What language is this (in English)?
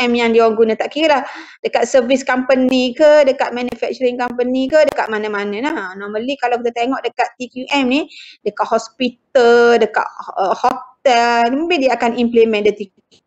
Malay